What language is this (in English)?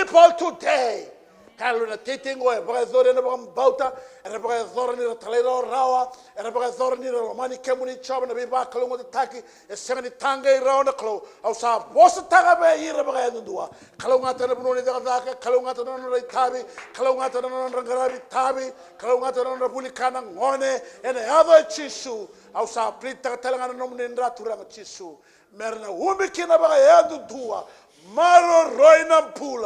Fijian